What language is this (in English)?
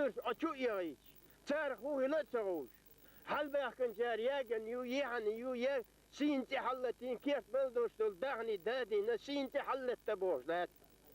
Ingush